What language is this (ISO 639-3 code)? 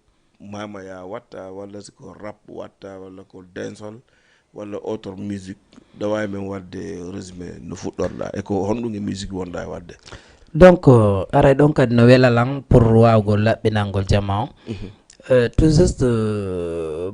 ful